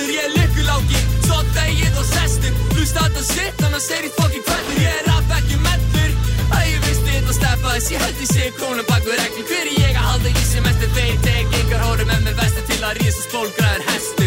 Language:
Icelandic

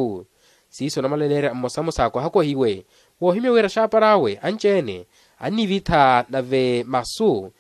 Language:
Makhuwa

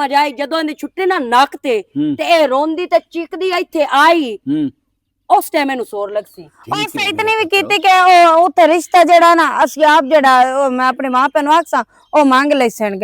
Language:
Western Panjabi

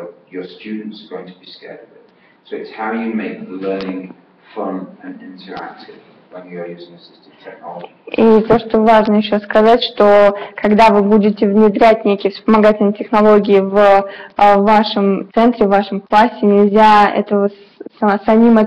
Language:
Russian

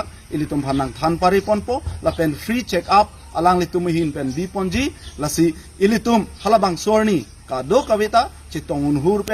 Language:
Karbi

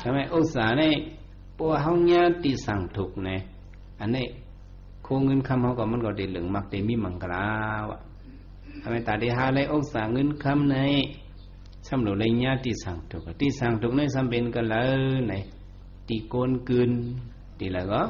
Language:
Shan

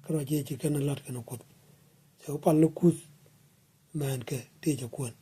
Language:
Nuer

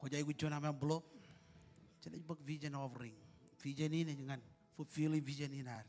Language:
Marshallese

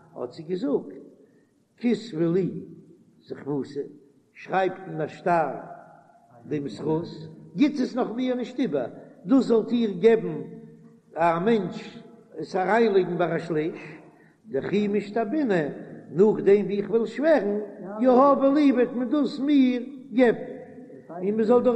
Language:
Yiddish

